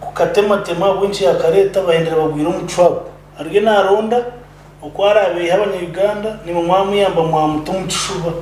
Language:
Nyankole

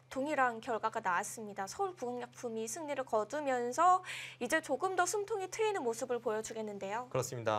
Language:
Korean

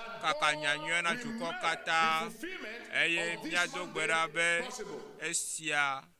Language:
Ewe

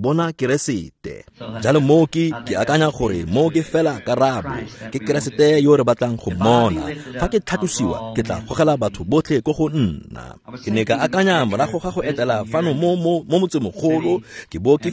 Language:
Tswana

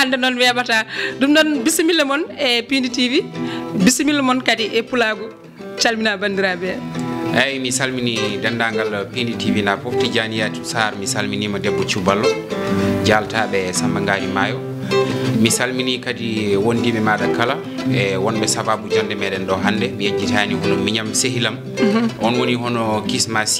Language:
Fula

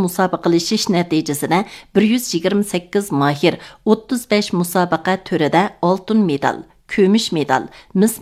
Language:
Uyghur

